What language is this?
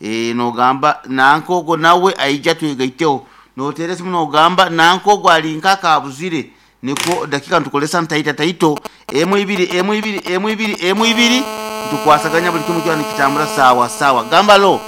Nyoro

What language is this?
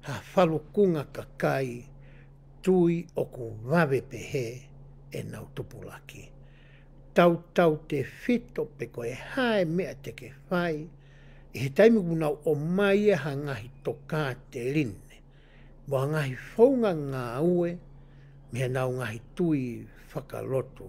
Tongan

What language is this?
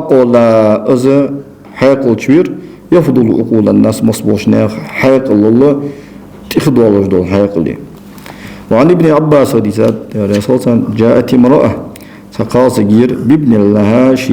Ingush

